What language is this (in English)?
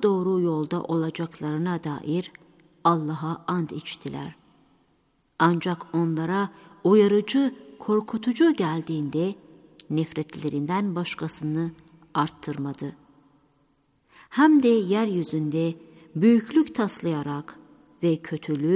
Turkish